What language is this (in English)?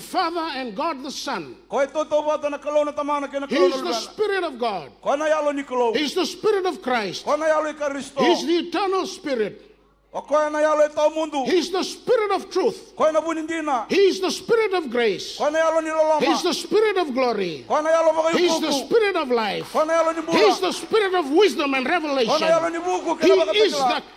Fijian